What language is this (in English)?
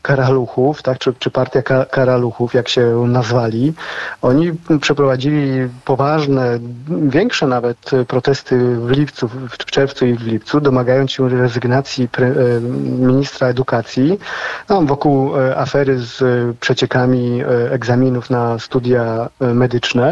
Polish